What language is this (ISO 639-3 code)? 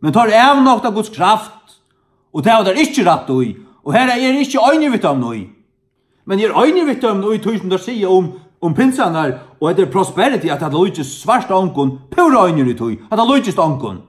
fao